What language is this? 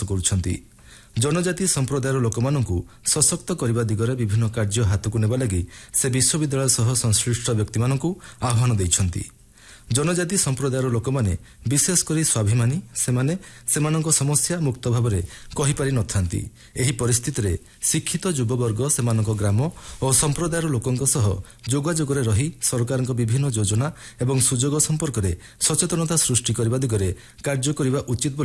Odia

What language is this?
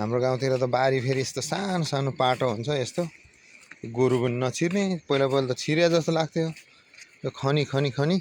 Nepali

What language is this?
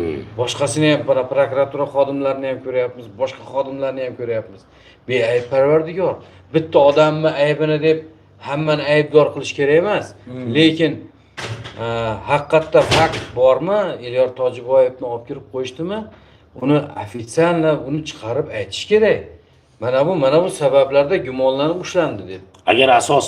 Uzbek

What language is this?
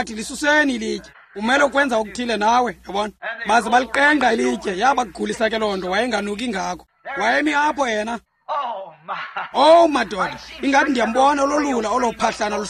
Xhosa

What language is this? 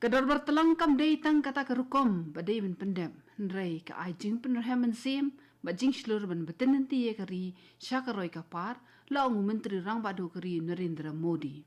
Khasi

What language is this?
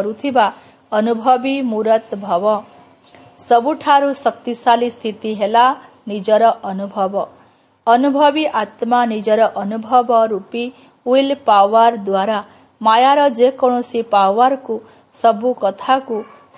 Odia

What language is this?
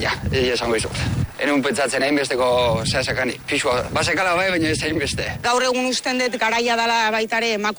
Basque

